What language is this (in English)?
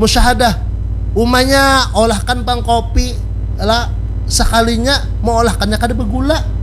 Banjar